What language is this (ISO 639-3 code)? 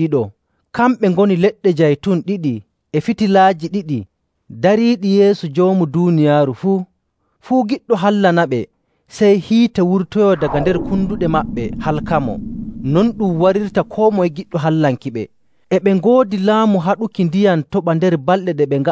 fuv